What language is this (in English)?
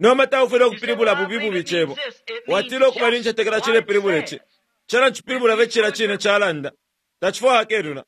Bemba